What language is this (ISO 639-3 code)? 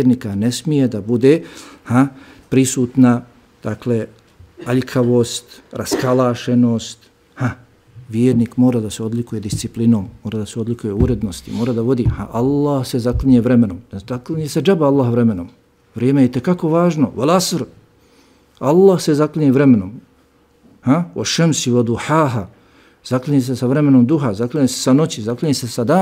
bos